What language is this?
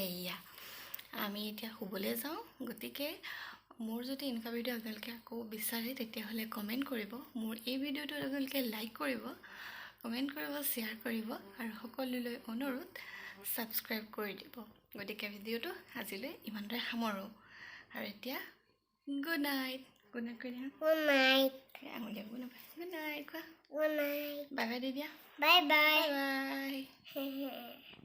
Assamese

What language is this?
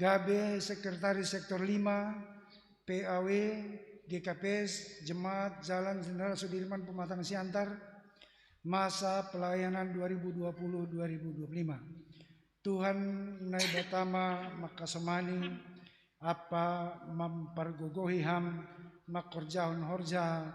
Batak Simalungun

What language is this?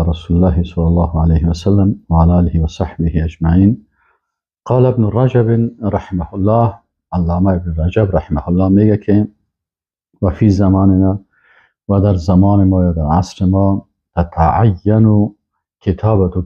Persian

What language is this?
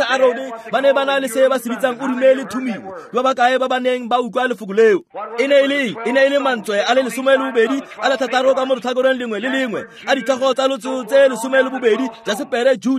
Tswana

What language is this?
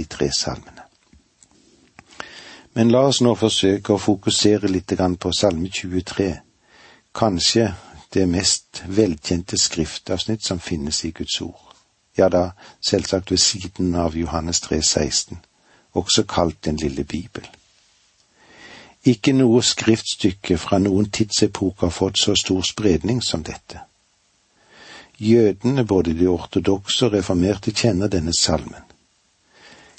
Norwegian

